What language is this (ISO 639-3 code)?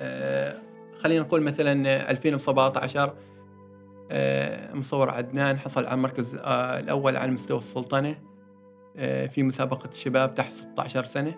afb